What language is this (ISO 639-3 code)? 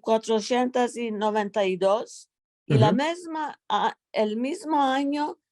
lad